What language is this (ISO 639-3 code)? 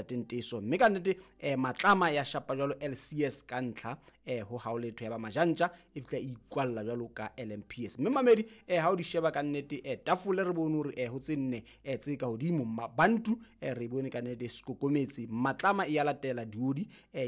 sot